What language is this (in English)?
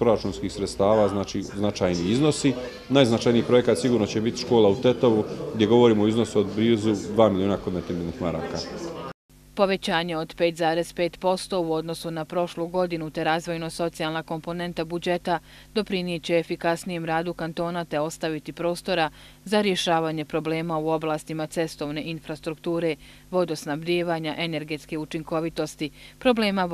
Bosnian